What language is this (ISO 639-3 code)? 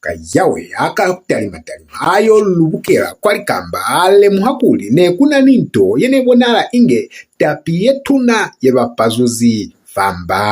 loz